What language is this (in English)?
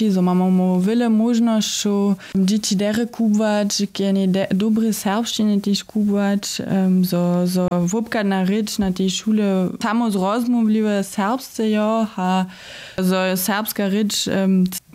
Upper Sorbian